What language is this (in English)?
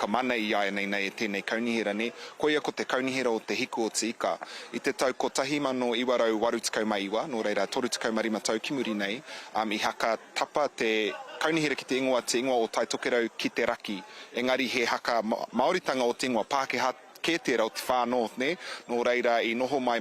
Māori